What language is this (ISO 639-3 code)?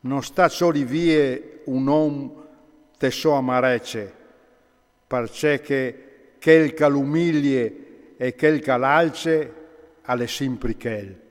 fur